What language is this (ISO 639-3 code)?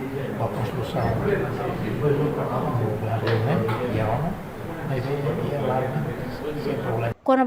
tet